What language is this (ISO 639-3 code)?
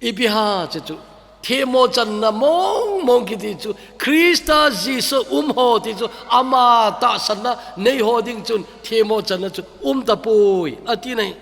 tcz